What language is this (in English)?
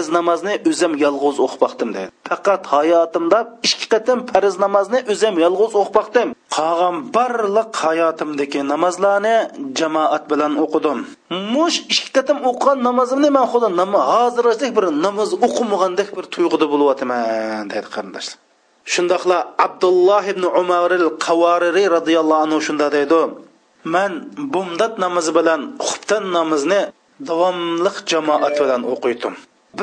Uyghur